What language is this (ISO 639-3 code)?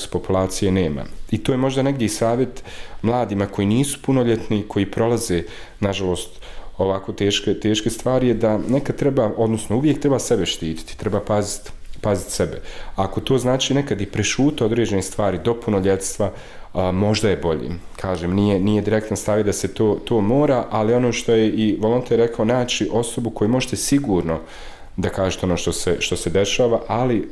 bos